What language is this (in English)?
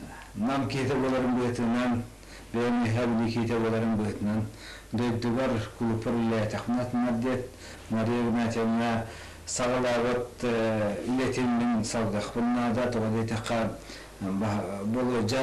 Yakut